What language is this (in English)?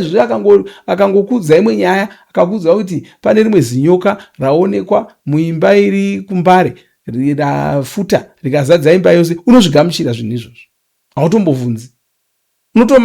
Shona